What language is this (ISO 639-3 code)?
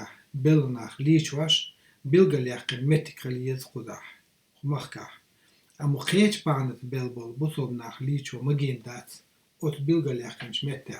che